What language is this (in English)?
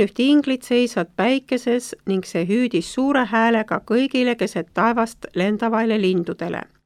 Estonian